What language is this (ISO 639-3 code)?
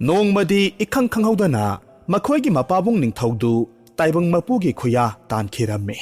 mni